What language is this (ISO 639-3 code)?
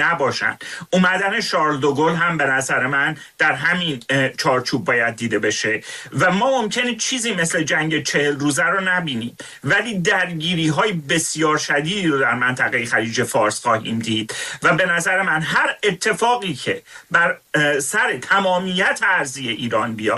fas